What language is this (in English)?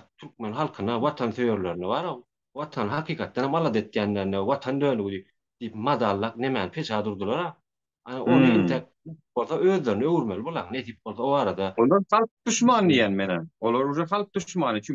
Turkmen